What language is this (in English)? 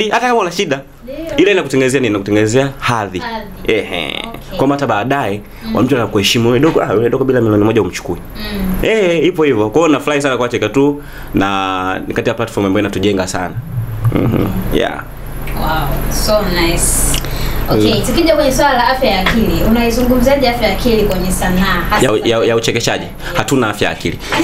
Swahili